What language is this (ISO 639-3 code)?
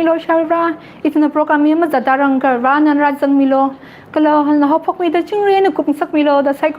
nmf